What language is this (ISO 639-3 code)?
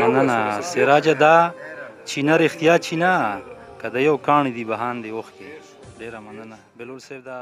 pus